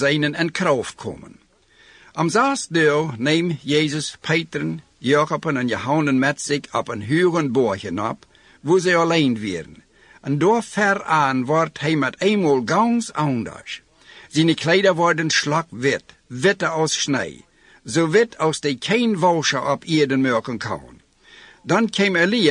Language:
Plautdietsch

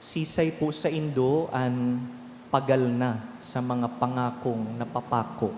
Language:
Bikol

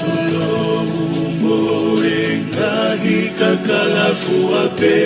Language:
Tongan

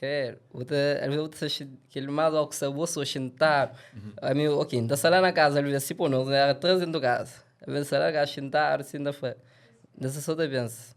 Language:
Kabuverdianu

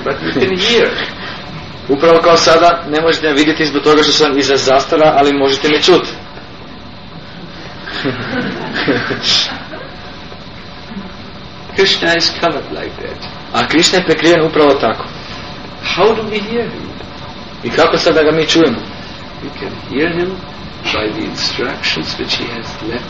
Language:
Croatian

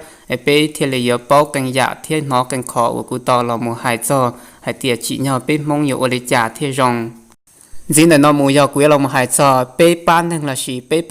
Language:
Hmong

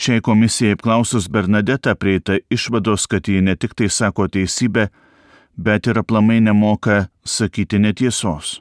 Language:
Lithuanian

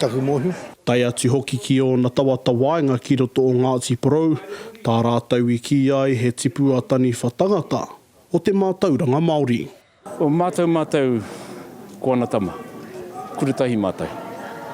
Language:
Māori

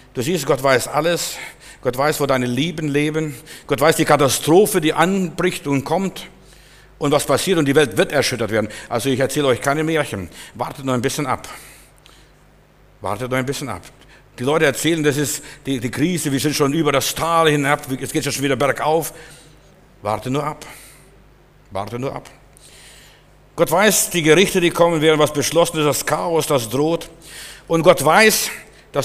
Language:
German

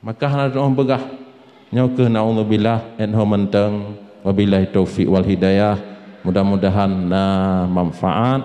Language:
Achinese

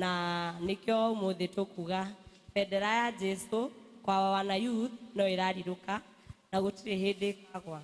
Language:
Kikuyu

